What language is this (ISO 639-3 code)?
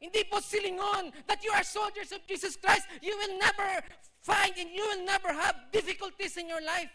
hil